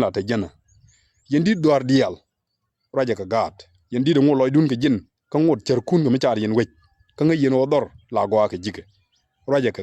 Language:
Nuer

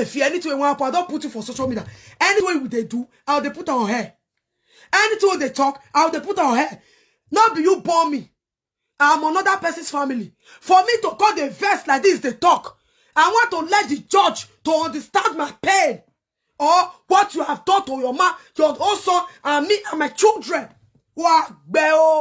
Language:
Nigerian Pidgin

